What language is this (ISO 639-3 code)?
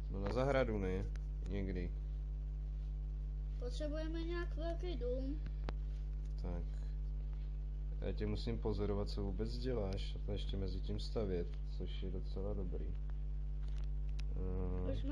ces